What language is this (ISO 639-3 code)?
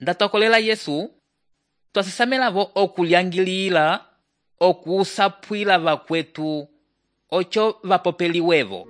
umb